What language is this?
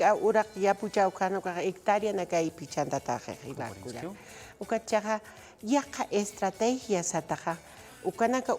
Aymara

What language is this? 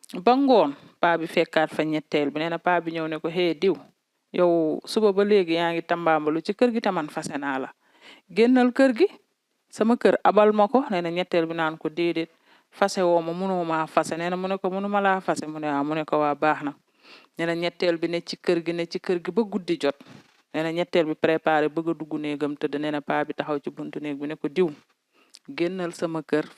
Wolof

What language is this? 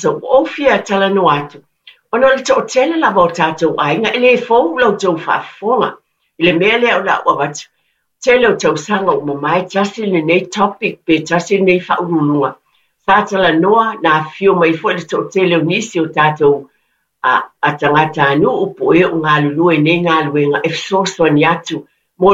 Samoan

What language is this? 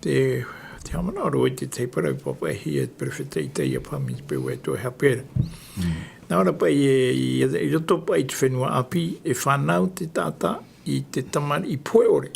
Tahitian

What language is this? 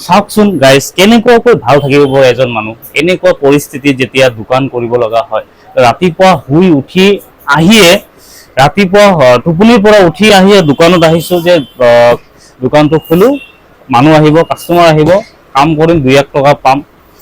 Assamese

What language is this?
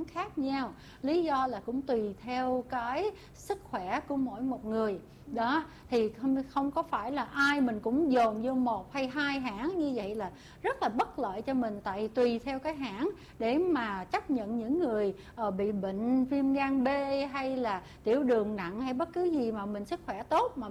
Vietnamese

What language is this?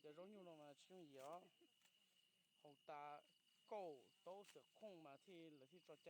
Hmong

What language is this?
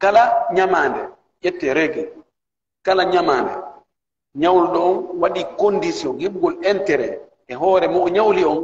Pular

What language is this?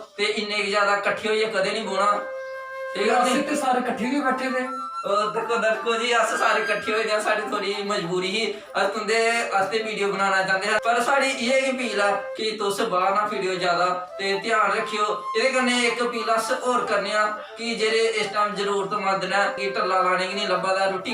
Dogri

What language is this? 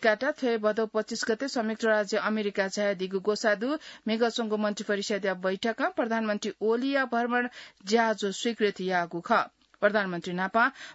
Newari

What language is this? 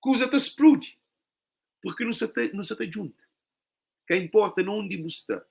Kabuverdianu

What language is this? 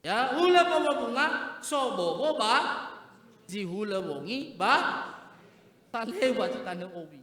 Nias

